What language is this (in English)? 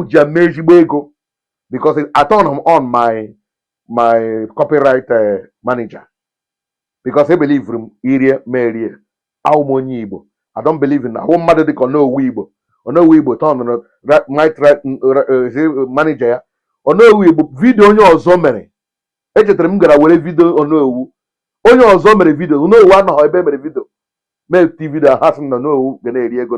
Igbo